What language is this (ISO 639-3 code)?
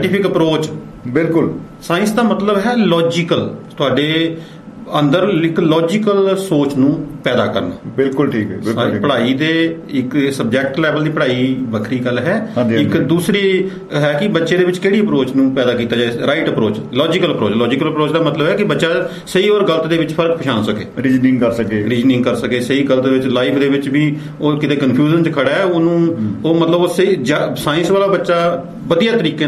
pan